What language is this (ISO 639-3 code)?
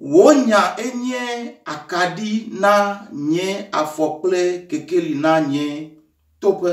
ewe